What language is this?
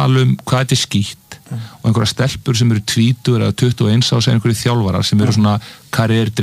Icelandic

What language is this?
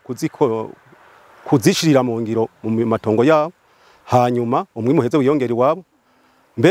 Rundi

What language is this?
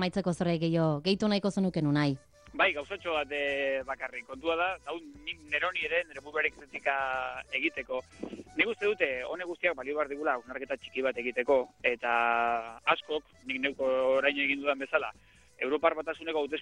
Basque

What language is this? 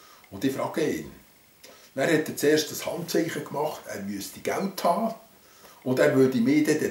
Swiss German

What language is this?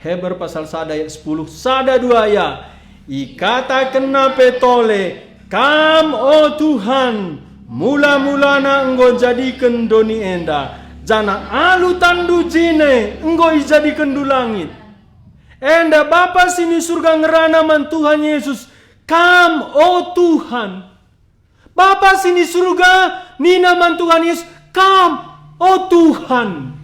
Batak Karo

